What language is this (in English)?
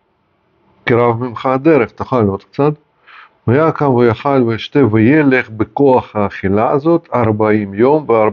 Hebrew